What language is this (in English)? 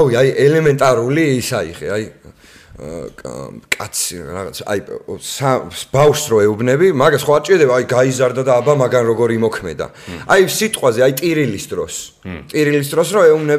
Georgian